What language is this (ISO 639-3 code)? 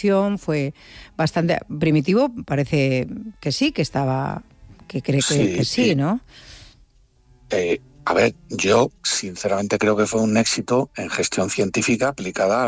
spa